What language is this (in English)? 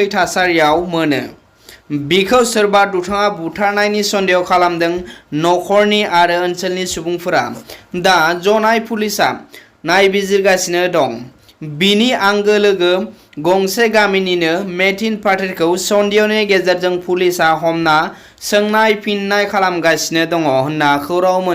Bodo